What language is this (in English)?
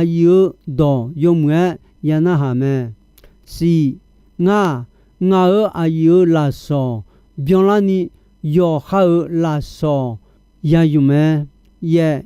Akha